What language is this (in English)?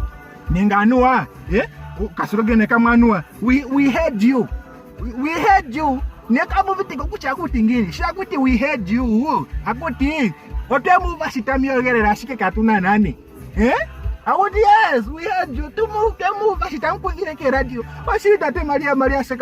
Ndonga